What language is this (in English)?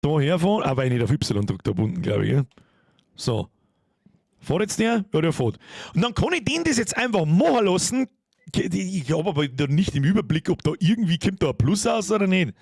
Bavarian